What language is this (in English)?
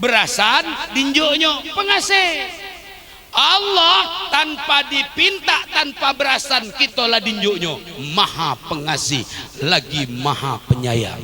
Musi